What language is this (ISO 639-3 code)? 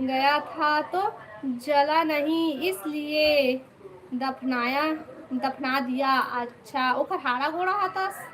hne